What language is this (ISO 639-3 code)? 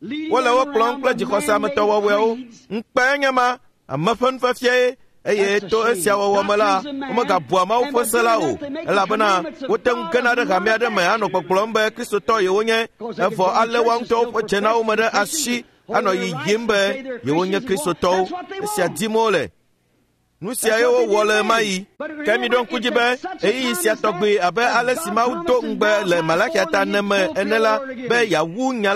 ewe